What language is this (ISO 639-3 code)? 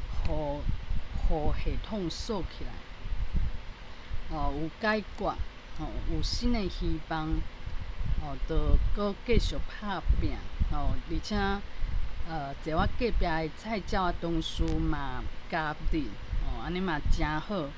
nan